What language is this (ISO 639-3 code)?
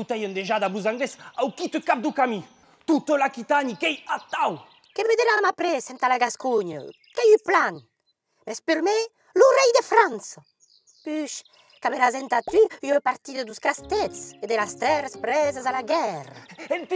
oci